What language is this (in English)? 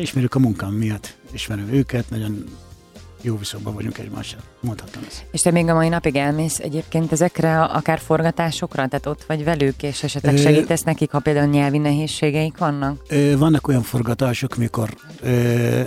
Hungarian